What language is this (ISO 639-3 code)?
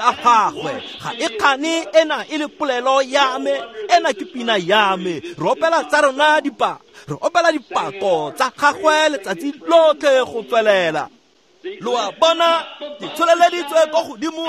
tsn